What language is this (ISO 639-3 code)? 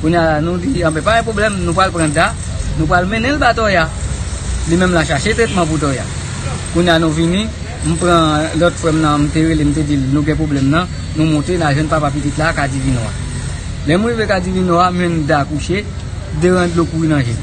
hat